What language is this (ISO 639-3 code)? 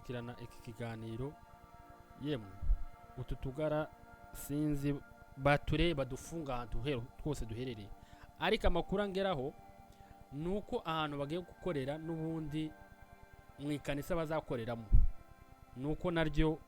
kin